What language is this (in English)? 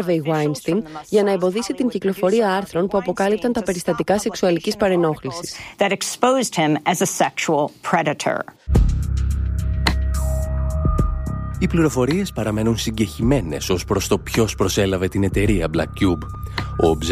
Greek